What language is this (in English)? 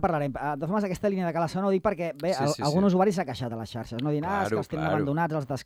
Catalan